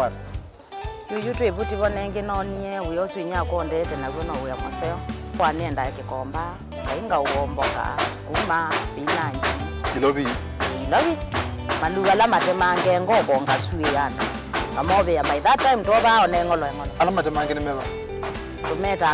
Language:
Kamba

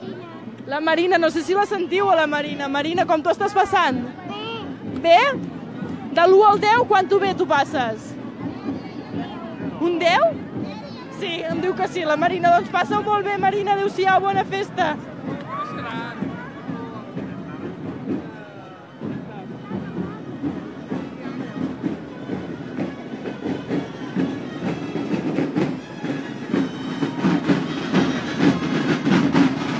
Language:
Catalan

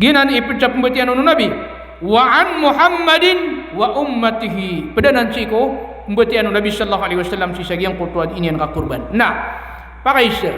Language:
Maranao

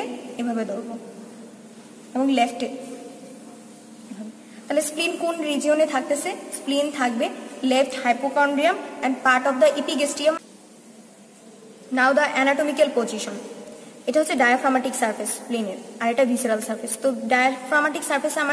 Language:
Bangla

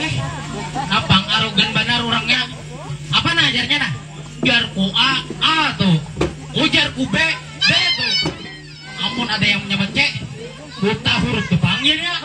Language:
Banjar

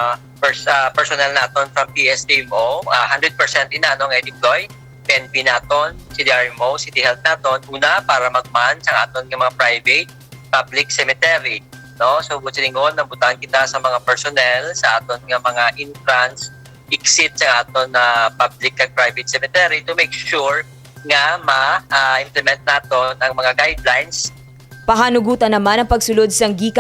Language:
Hiligaynon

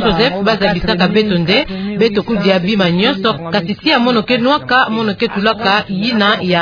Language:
Kituba (Democratic Republic of Congo)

